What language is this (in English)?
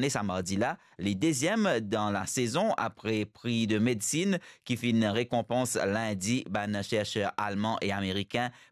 Morisyen